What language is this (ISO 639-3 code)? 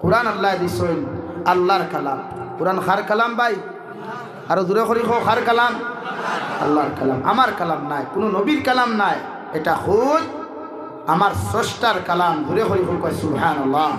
syl